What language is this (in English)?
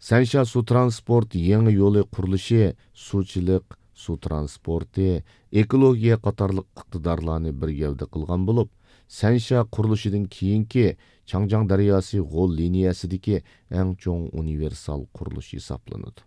Uyghur